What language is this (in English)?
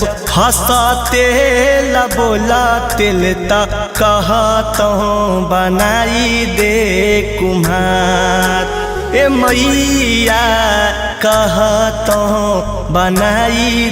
Magahi